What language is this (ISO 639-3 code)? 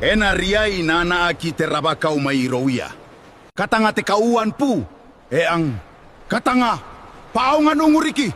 gil